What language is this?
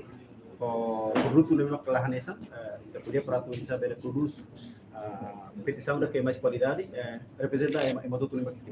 Tetum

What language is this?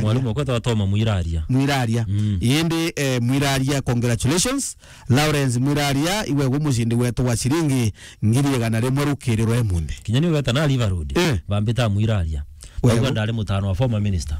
Meru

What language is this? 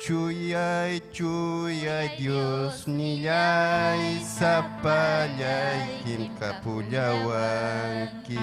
Ayacucho Quechua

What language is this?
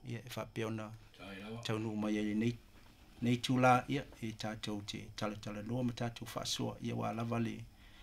Samoan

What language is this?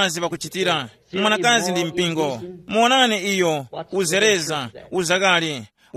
Tumbuka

